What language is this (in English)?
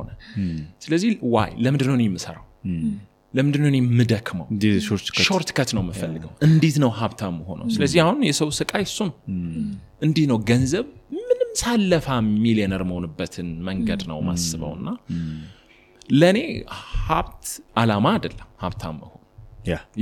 Amharic